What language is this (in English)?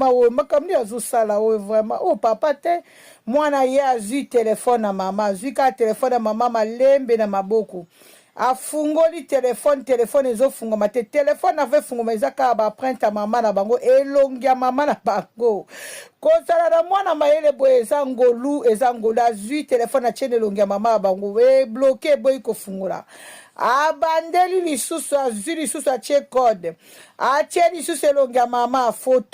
Lingala